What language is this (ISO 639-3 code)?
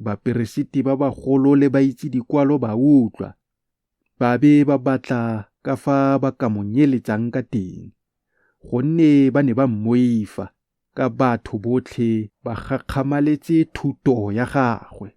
tsn